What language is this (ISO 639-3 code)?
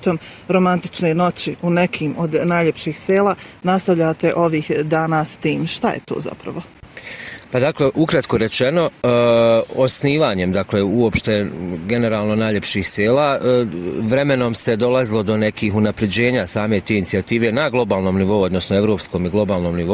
bos